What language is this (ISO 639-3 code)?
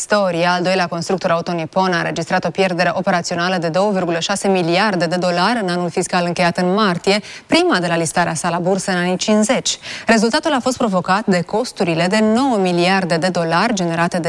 ron